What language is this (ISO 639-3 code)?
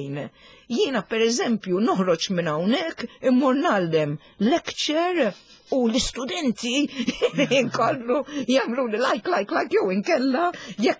mlt